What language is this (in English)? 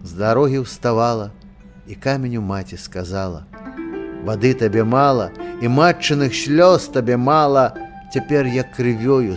Belarusian